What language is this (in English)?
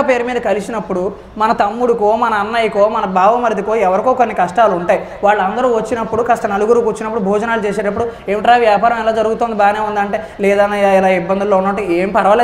Telugu